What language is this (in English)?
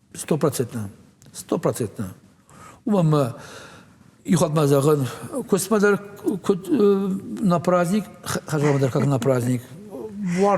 Ossetic